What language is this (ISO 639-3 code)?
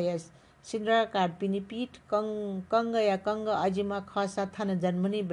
new